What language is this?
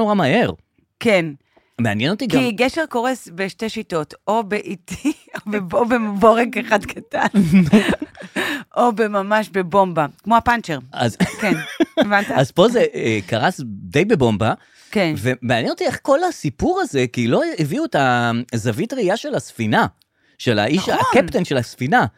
Hebrew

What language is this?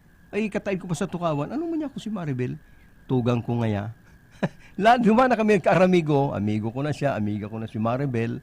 Bikol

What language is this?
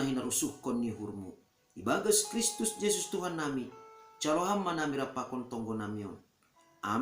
Batak Simalungun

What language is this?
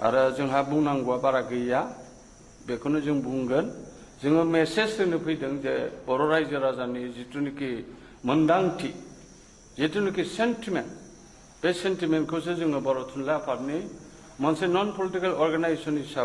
Bodo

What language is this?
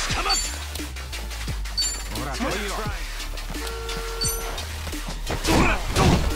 Japanese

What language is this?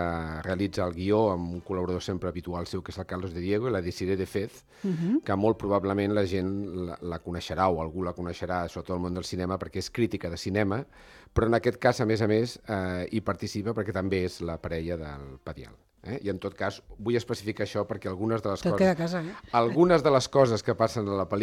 Catalan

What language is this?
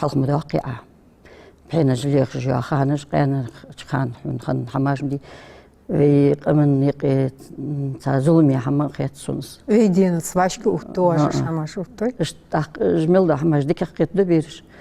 Ingush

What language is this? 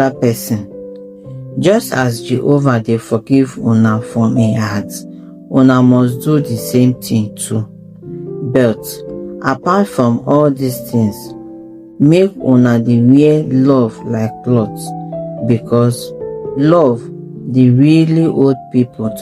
Nigerian Pidgin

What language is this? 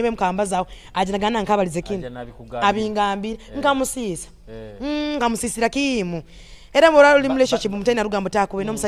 Nyoro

